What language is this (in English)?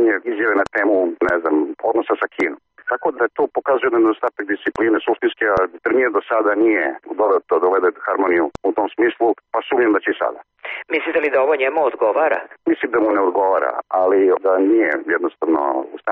Serbian